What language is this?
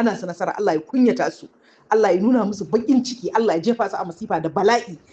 Hausa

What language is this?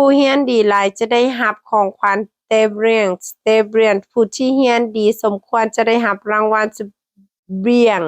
Lao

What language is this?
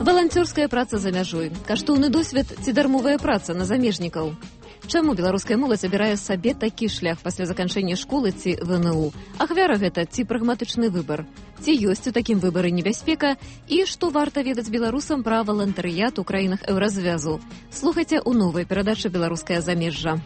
Belarusian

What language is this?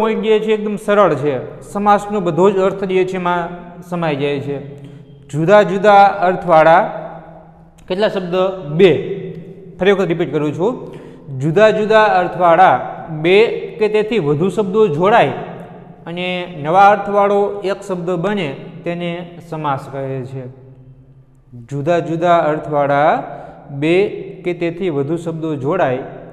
Gujarati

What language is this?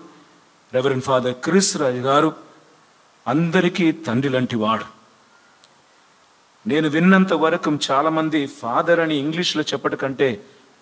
Telugu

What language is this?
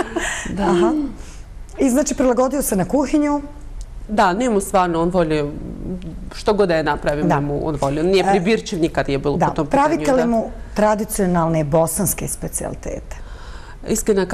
Bosnian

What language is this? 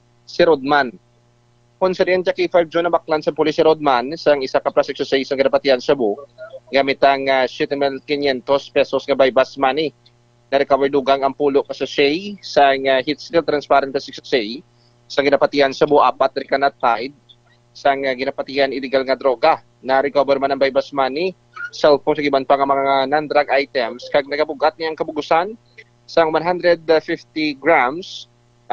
Hiligaynon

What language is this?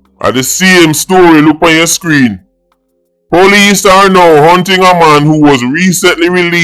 Jamaican Creole English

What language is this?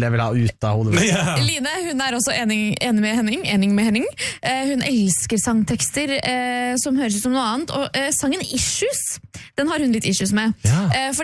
Norwegian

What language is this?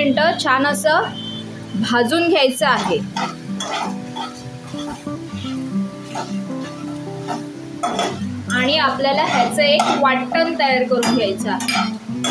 Marathi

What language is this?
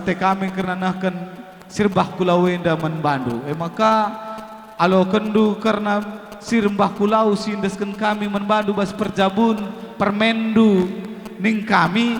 Batak Karo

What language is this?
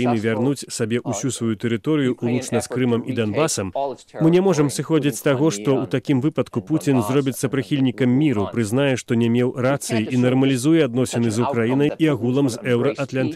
Belarusian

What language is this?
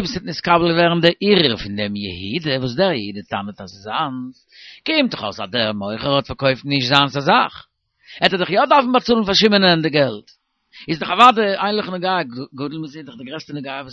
Yiddish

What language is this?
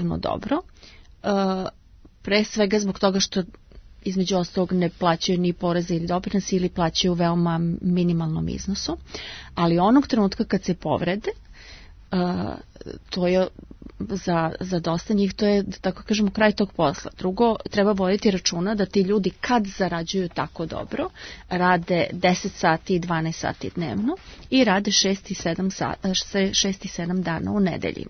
Serbian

